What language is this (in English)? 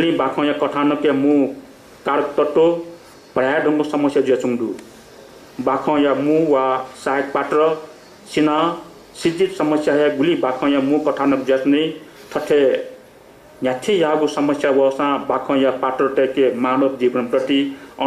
Newari